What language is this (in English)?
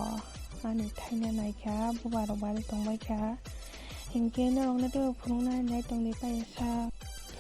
Kok Borok